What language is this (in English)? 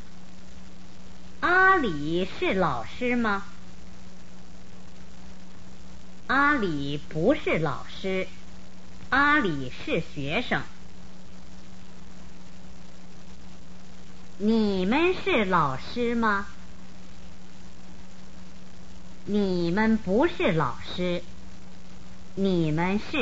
Chinese